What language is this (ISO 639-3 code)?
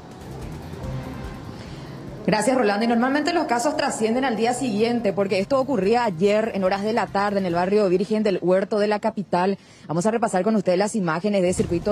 spa